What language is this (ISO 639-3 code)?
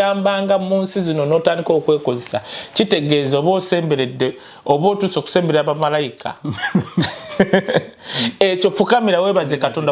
lug